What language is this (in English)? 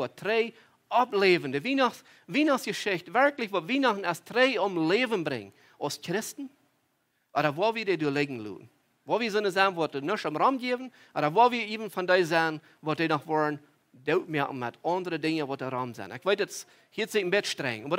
Plautdietsch